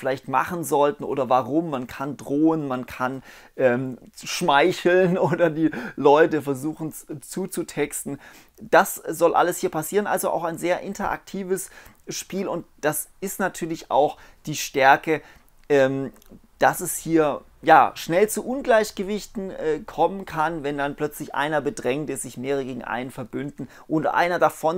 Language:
German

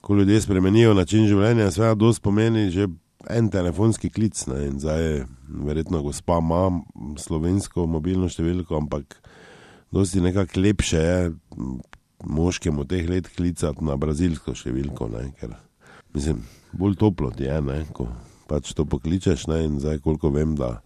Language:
Slovenian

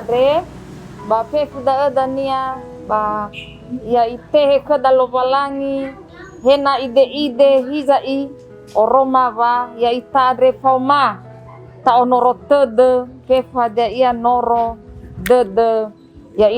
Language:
Nias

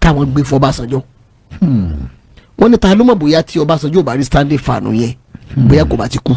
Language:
Yoruba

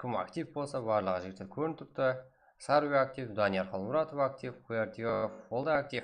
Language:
Kara-Kalpak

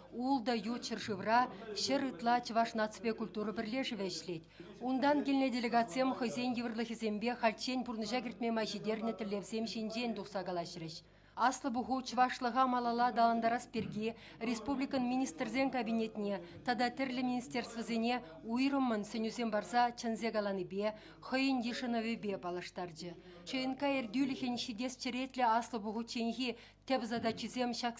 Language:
Chuvash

